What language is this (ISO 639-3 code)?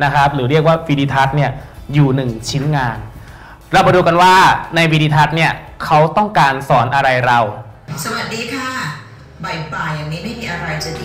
tha